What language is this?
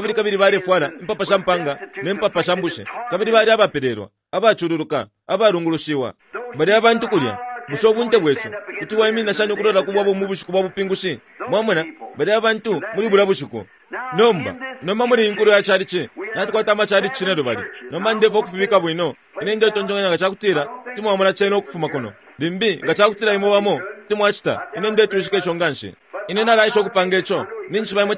Bemba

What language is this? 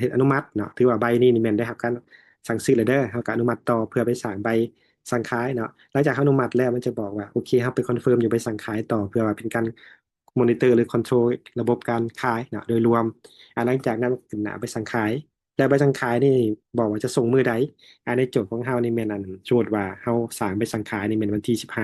Lao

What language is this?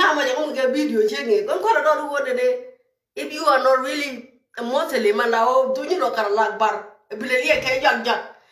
Nuer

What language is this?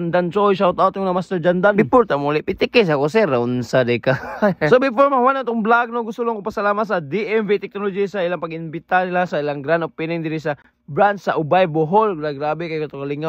Cebuano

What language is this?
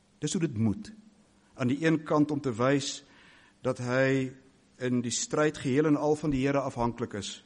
Afrikaans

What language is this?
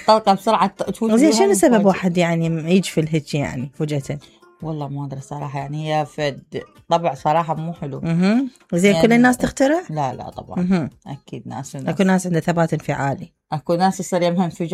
Mesopotamian Arabic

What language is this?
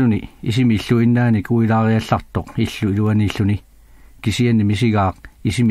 Kalaallisut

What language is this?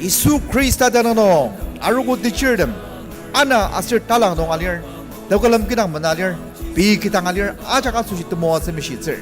Ao Naga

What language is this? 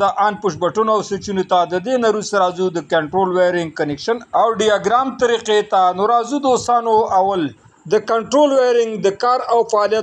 Pashto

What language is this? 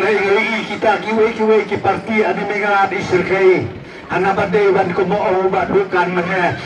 Khasi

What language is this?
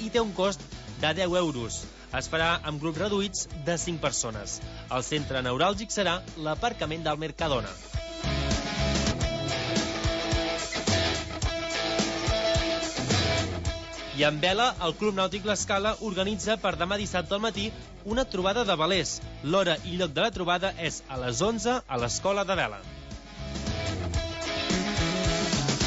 Catalan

